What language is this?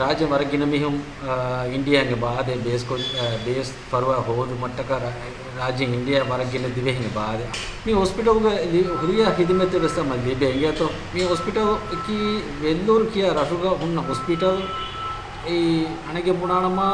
Divehi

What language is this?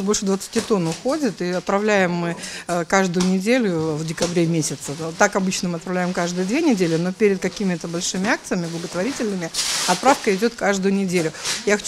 Russian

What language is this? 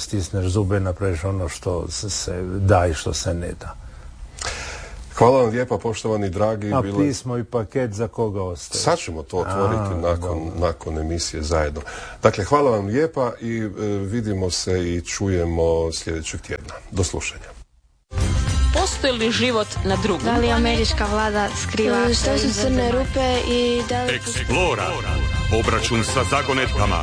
Croatian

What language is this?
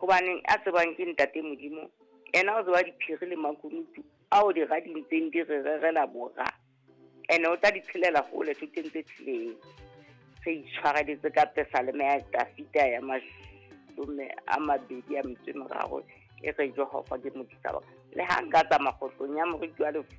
Southern Sotho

